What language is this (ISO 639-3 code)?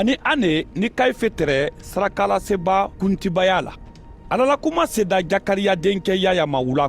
man